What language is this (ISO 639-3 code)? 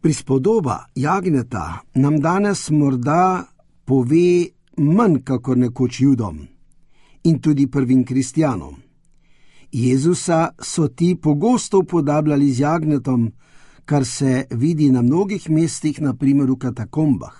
slv